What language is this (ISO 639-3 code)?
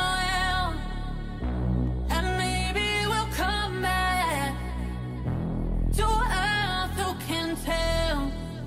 eng